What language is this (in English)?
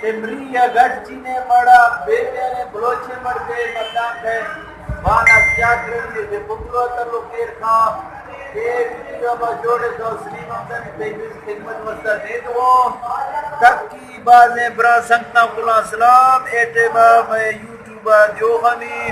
Eastern Balochi